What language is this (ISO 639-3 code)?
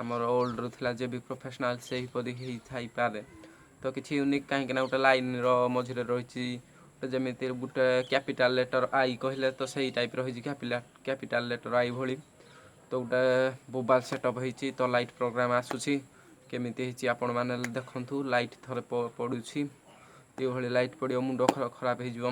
ori